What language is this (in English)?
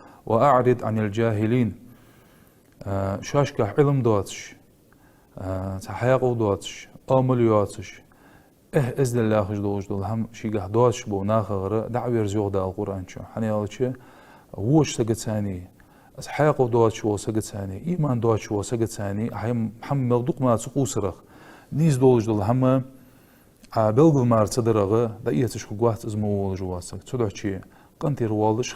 Ingush